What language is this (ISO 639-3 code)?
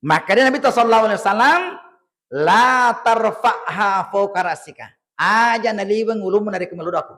bug